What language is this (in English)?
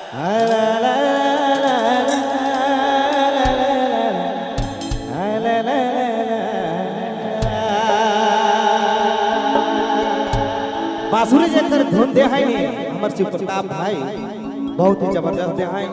Sadri